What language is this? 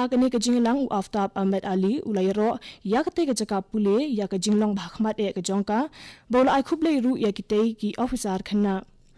Khasi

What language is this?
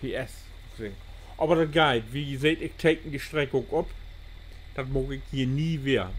Low German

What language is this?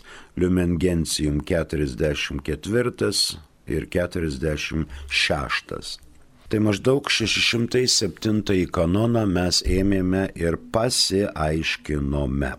Lithuanian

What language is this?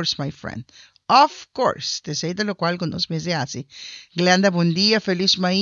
Papiamento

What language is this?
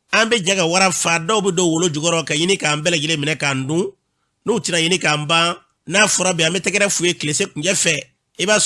Bambara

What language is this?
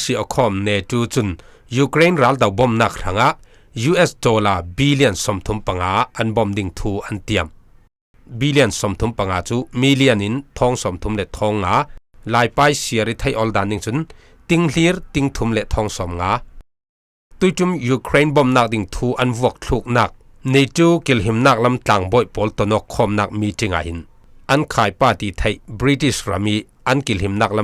Falam Chin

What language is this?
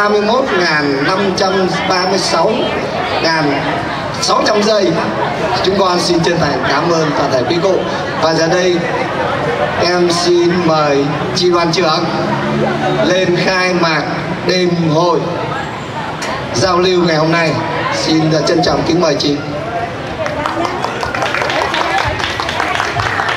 Vietnamese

